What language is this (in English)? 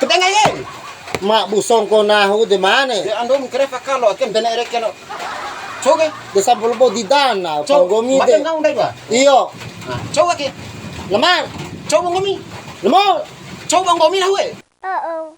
Bima